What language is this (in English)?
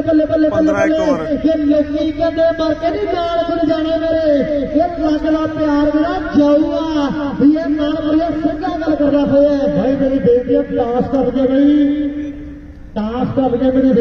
Punjabi